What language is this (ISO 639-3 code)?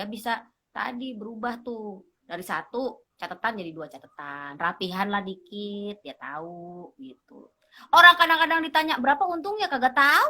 bew